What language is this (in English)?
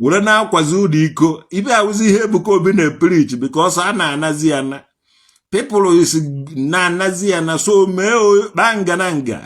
Igbo